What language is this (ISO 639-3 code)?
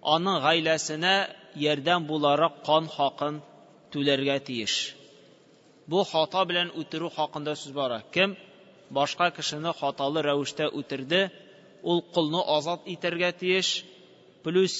tat